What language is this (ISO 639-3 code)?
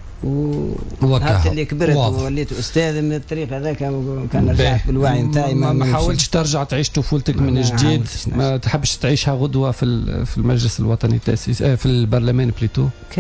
aeb